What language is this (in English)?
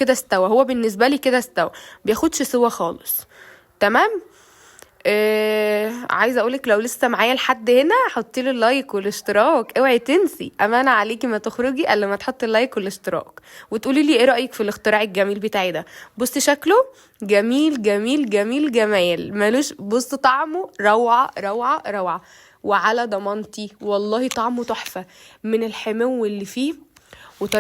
Egyptian Arabic